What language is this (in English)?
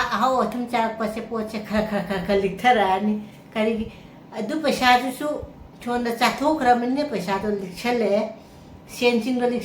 Manipuri